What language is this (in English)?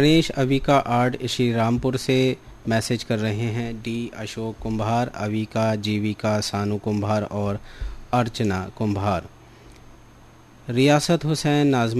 Hindi